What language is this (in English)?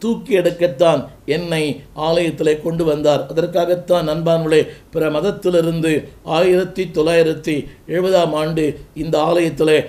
Tamil